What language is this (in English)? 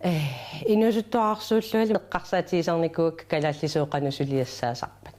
Kalaallisut